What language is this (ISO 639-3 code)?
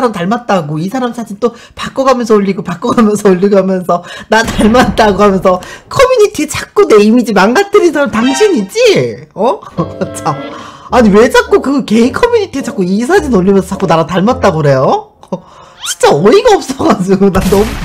kor